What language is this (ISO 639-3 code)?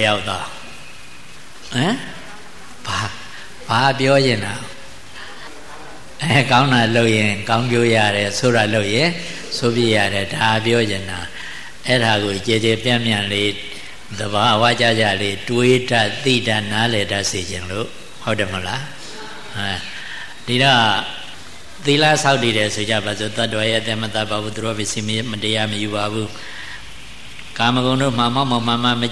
mya